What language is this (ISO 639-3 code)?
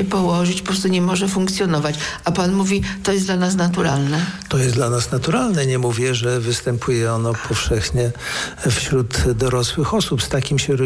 pol